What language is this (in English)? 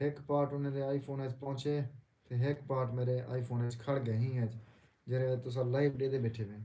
Saraiki